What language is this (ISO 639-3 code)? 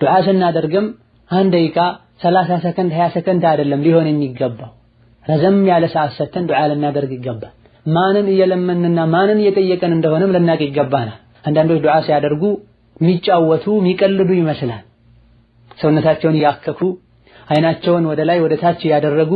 amh